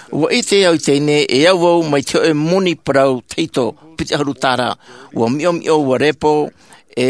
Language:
Tahitian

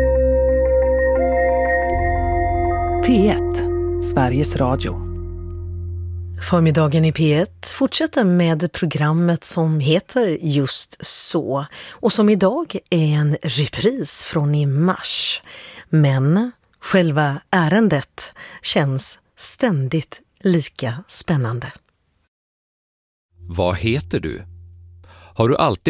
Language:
Swedish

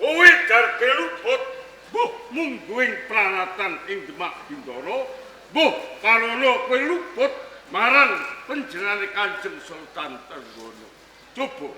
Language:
Javanese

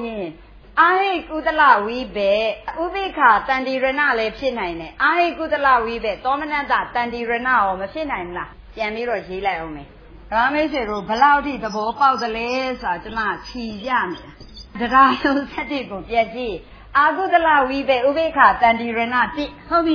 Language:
Burmese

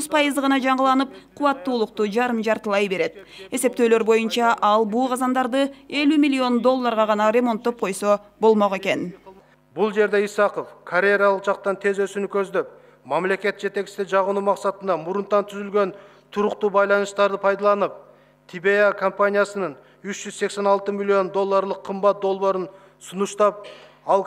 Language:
Kyrgyz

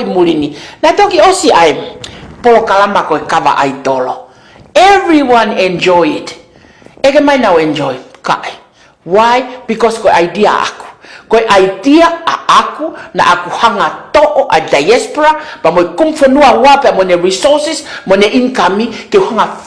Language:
Tongan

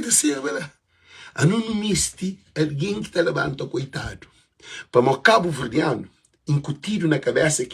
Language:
Kabuverdianu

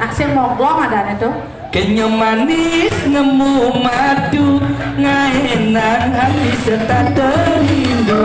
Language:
Balinese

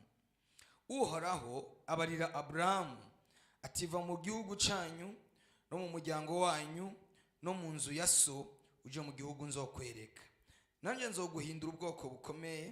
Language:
Rundi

